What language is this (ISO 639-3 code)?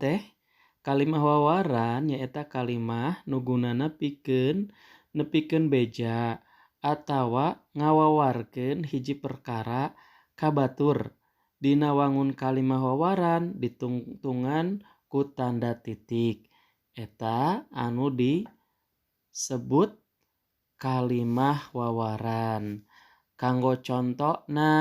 sun